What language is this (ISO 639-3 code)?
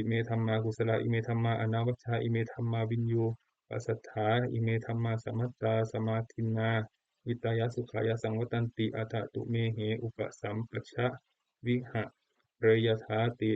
pli